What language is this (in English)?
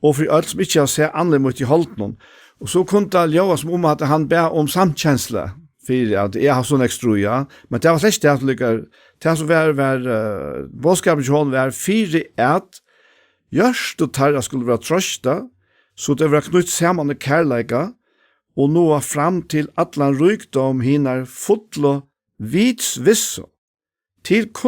Faroese